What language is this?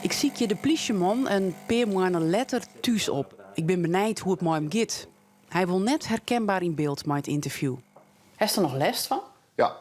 Western Frisian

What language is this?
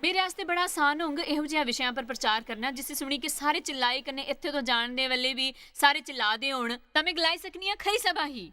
Dogri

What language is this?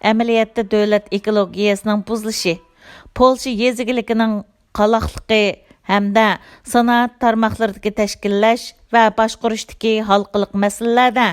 Uyghur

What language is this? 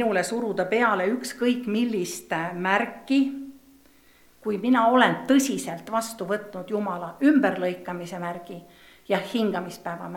Estonian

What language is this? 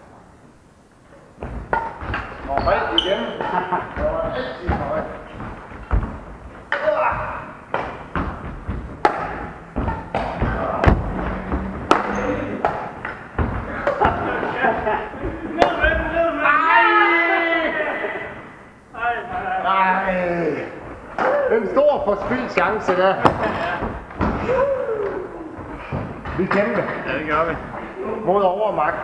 Danish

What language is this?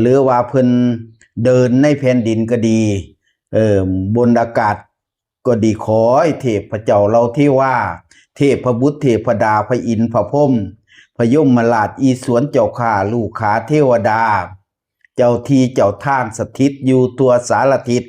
Northeastern Thai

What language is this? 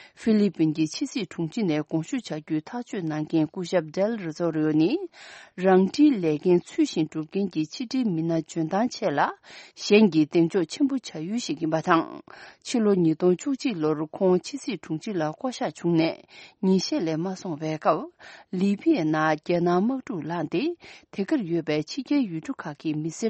Tibetan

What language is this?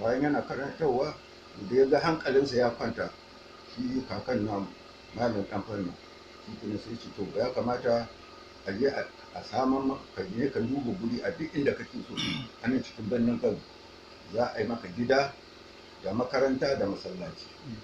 Hausa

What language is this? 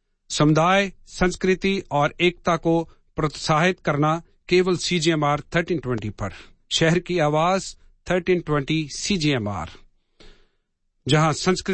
Hindi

